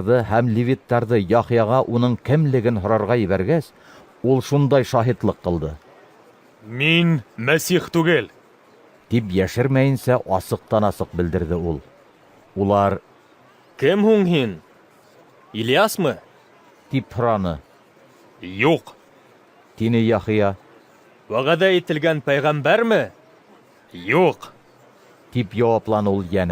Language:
Bashkir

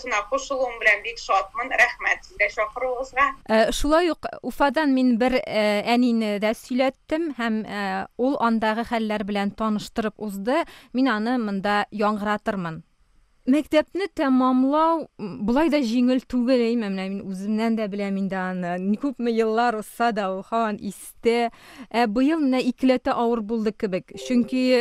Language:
Tatar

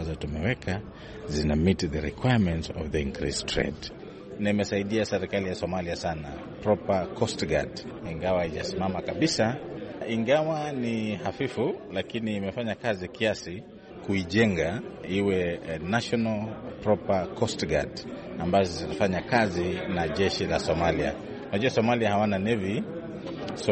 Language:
Swahili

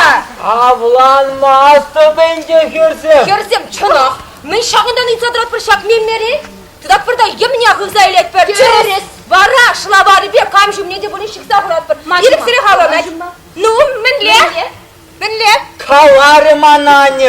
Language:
Chuvash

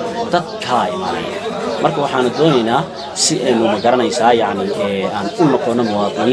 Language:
Somali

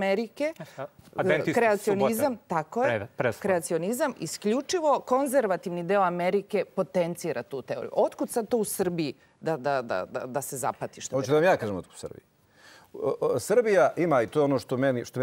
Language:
Serbian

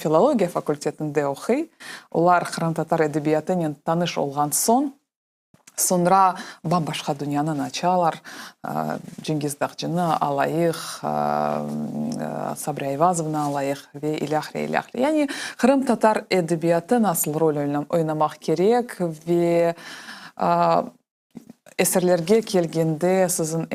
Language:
Crimean Tatar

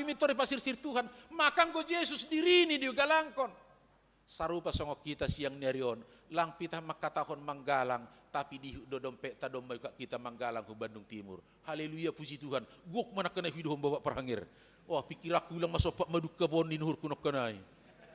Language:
Batak Simalungun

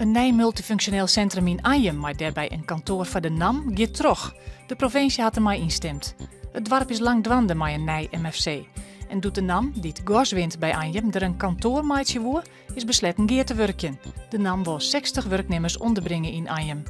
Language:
Western Frisian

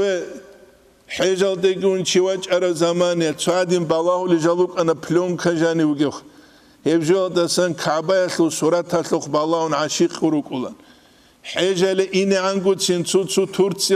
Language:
Avaric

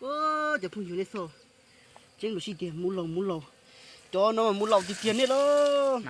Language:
Hmong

